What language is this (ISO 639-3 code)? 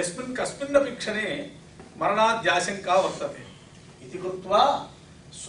san